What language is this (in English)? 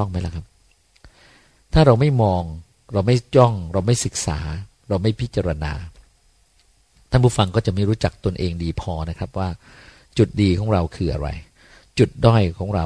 Thai